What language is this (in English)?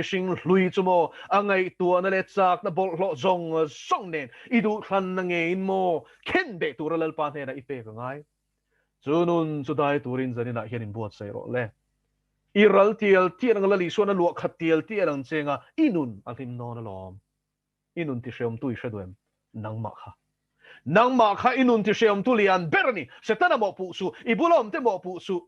Mizo